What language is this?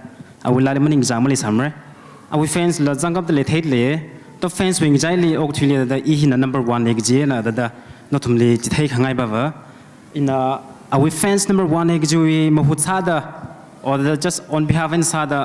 Tangkhul Naga (India)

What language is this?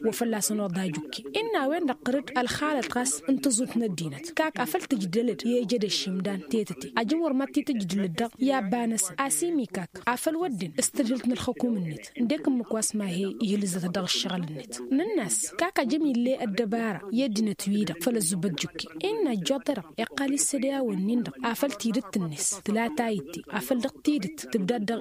Tamasheq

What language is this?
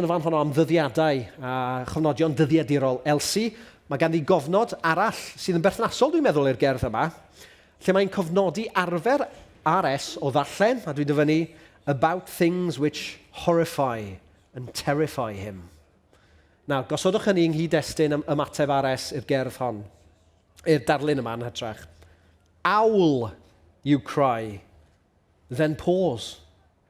Welsh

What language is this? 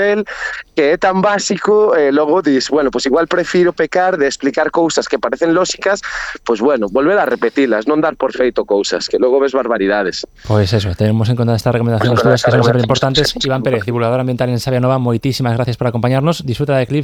Galician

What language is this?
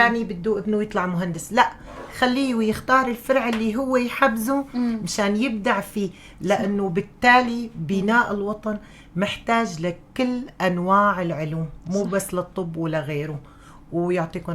North Levantine Arabic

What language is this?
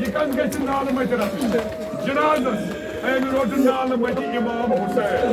Kashmiri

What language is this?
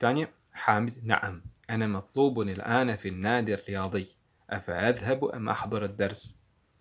Bosnian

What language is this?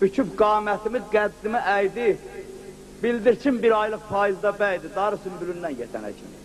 South Azerbaijani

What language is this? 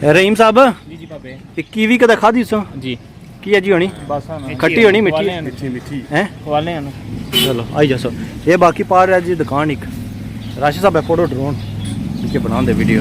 Pahari-Potwari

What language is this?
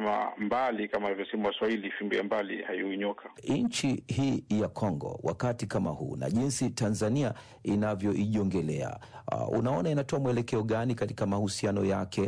Swahili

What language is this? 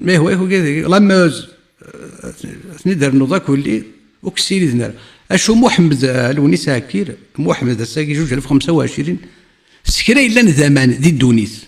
Kabyle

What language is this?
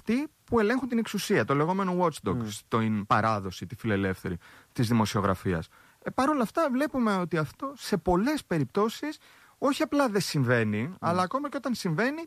Greek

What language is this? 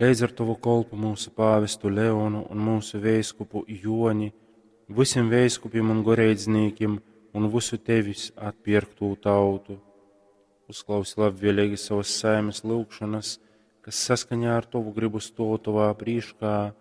Latgalian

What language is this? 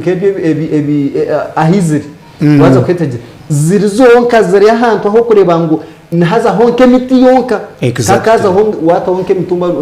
Nyankole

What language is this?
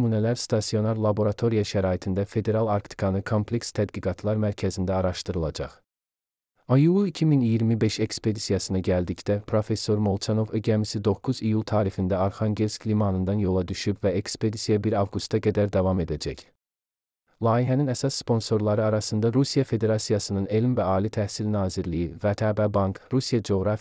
Azerbaijani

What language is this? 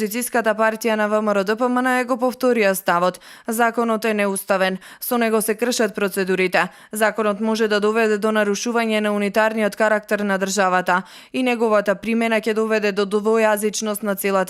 Macedonian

